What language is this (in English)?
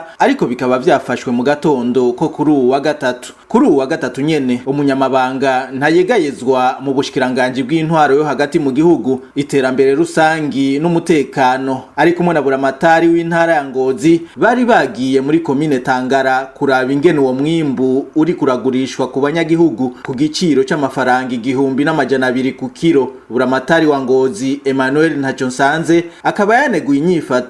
Rundi